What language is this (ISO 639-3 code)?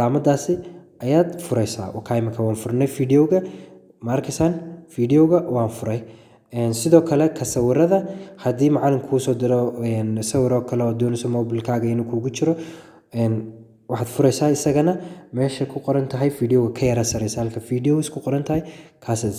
som